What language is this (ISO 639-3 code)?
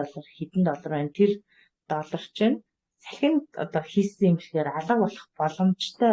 mon